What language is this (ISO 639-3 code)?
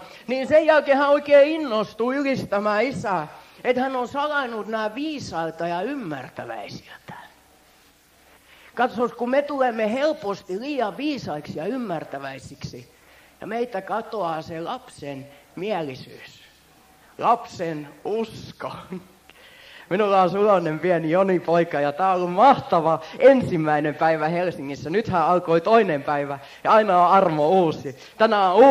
fin